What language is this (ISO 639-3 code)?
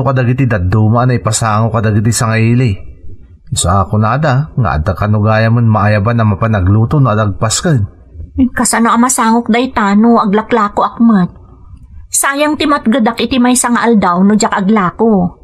ilo